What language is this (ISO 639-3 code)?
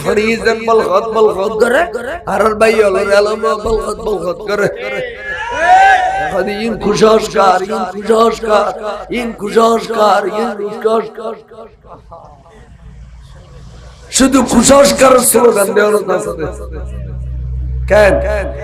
ben